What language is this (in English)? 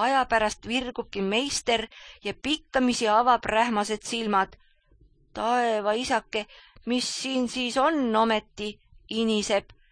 Estonian